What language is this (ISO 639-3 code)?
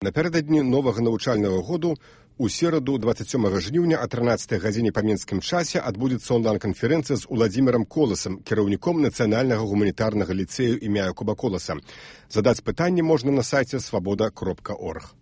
bel